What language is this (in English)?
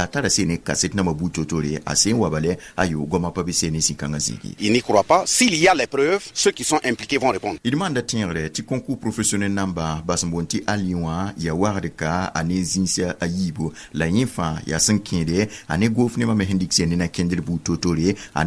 Mossi